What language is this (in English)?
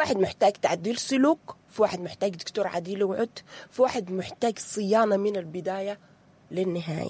Sudanese Arabic